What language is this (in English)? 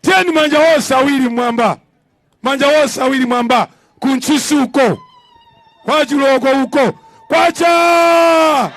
Nyanja